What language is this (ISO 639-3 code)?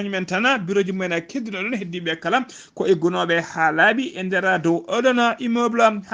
ful